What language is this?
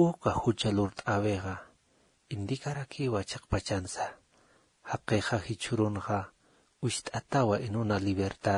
Aymara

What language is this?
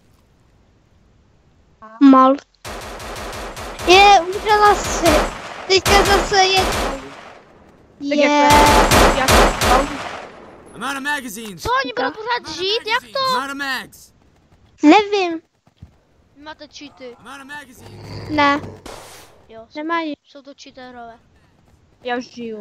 Czech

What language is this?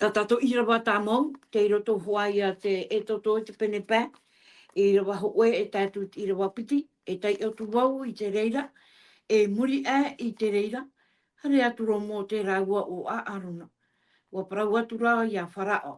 Tahitian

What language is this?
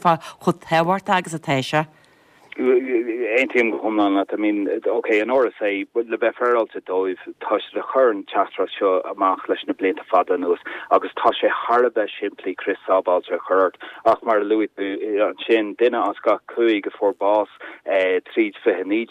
Irish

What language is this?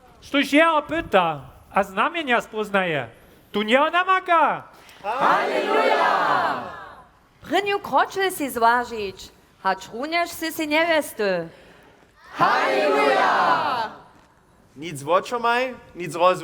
Upper Sorbian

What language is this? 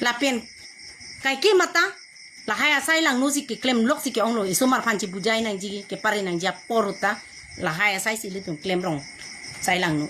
Karbi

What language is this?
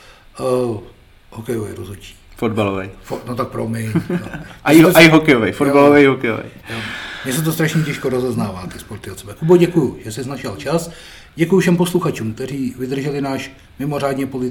Czech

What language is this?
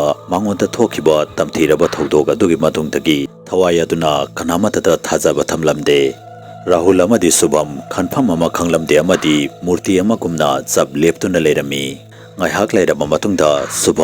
Manipuri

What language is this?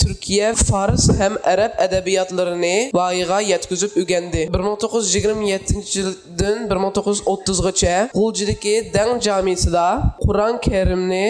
Uyghur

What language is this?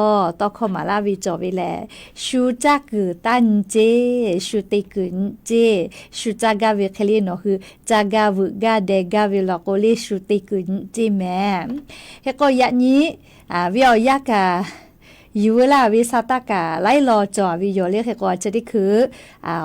Lahu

